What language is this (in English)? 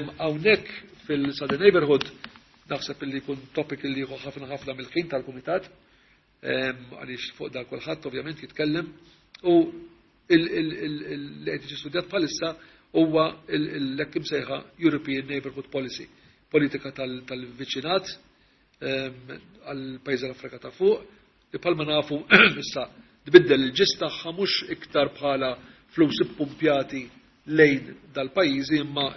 Maltese